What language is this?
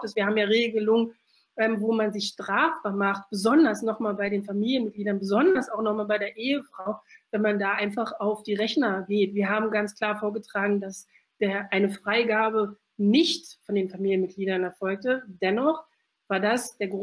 German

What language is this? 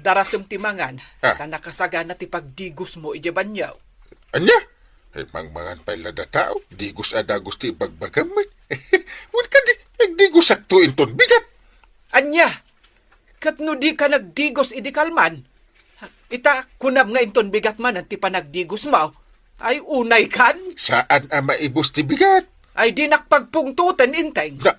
Iloko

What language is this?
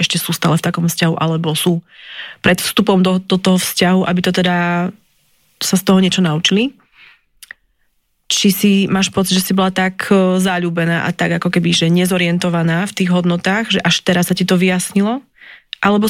Slovak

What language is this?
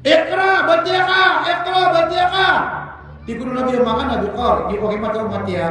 Maranao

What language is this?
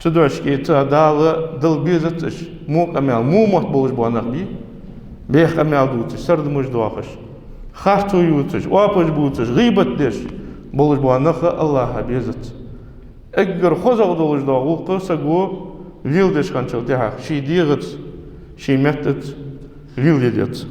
Ingush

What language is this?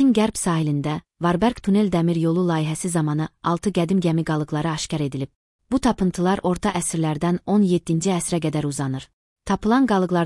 Azerbaijani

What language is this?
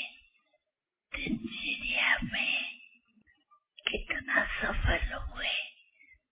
Hindi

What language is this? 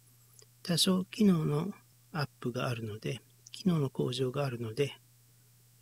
Japanese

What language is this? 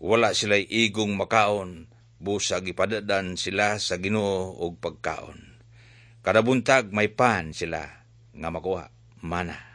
Cebuano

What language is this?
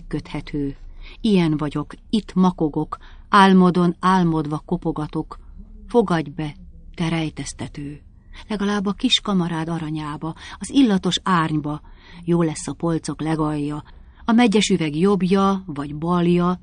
Hungarian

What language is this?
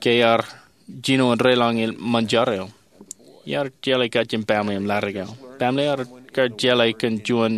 Marshallese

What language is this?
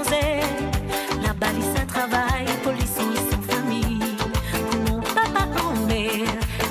Morisyen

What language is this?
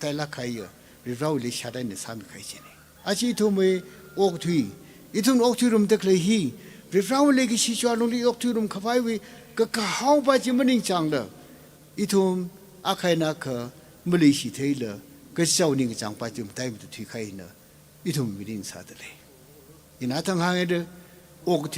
Tangkhul Naga (India)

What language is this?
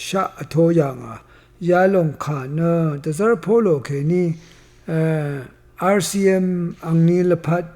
Rawang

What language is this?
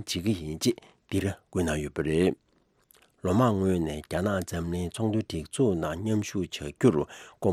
Tibetan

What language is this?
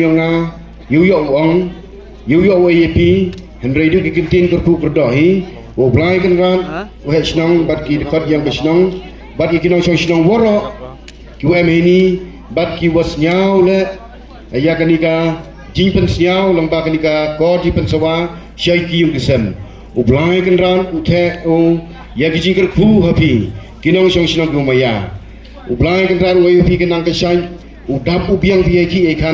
Pnar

